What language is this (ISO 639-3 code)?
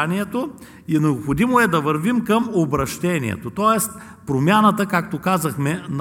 bul